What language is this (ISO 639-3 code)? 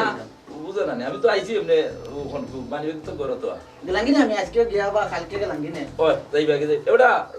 syl